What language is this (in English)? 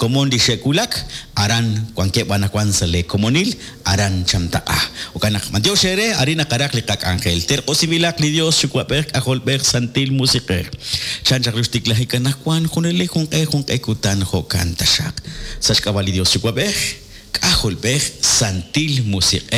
Kekchí